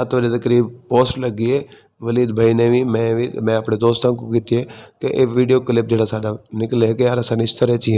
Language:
Saraiki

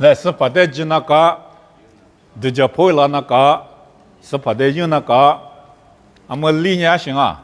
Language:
Lisu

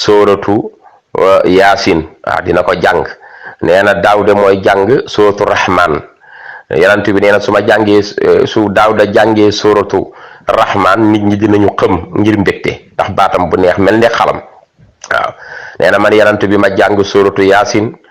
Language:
Wolof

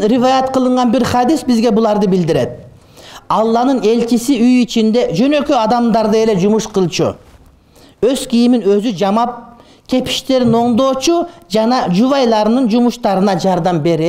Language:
Kyrgyz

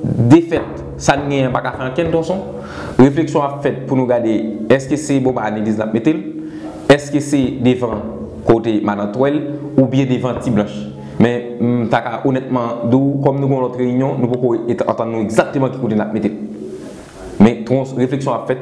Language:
Haitian Creole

